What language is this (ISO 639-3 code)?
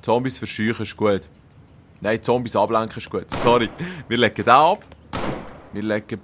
gsw